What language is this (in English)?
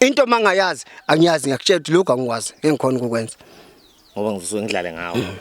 Zulu